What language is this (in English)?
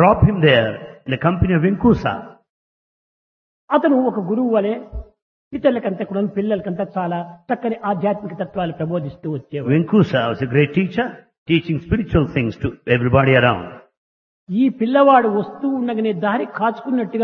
Telugu